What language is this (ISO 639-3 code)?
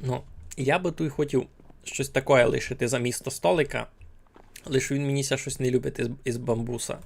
rue